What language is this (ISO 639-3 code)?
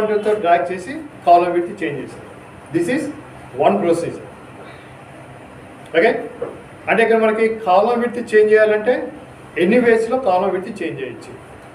tel